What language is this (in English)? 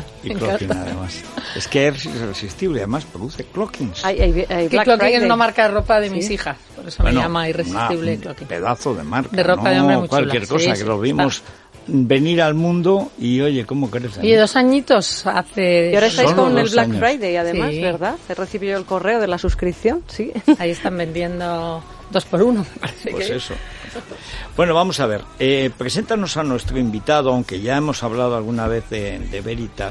Spanish